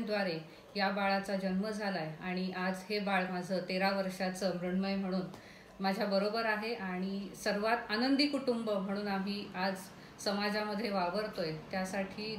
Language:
Marathi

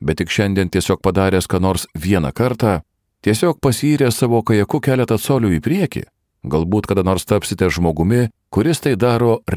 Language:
Lithuanian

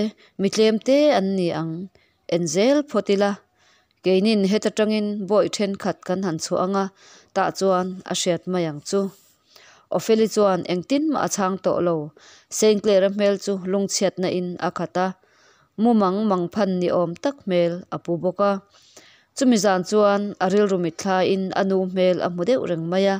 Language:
Mizo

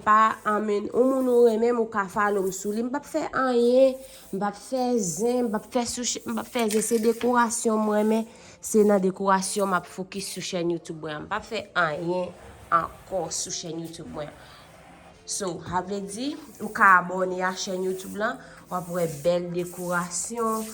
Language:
Haitian Creole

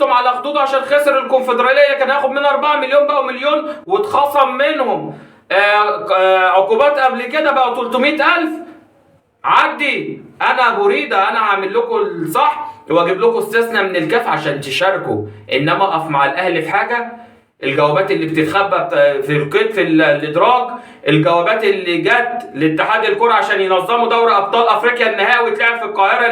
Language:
Egyptian Arabic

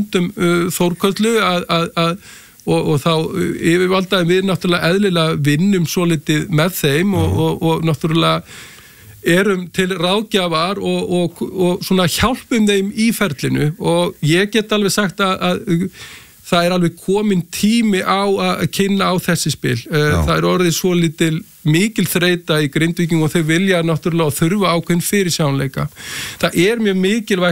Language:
Icelandic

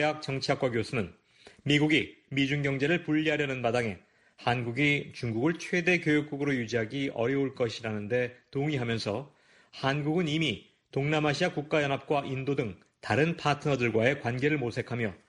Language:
Korean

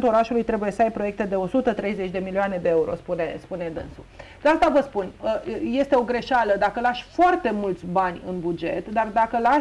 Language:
Romanian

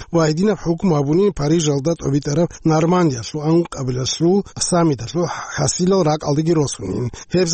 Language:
Avaric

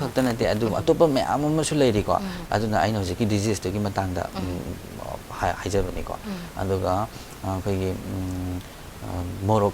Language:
Manipuri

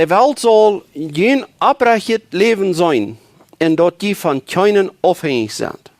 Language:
Plautdietsch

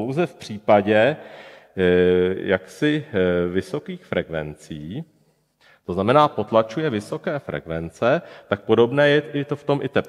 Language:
Czech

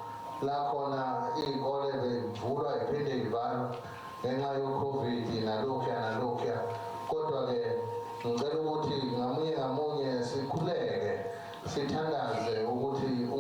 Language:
Zulu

